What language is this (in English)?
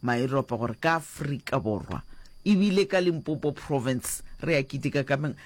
Northern Sotho